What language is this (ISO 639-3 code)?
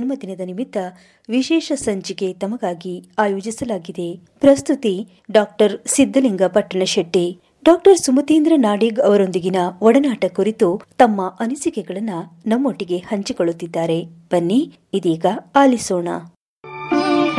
kan